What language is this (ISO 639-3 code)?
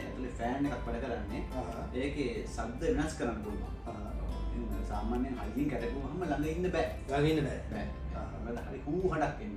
sin